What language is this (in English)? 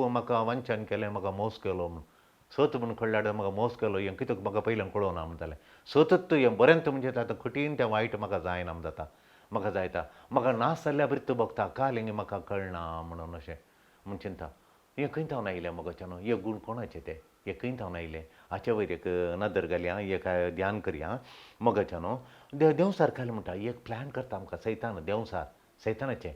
Konkani